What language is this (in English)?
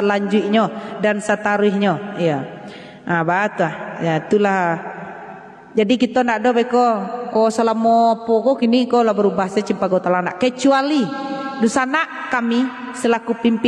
Minangkabau